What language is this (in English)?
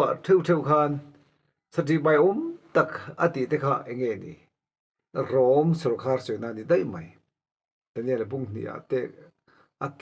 Mizo